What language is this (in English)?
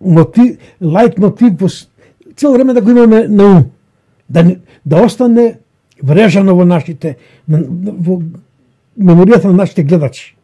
Macedonian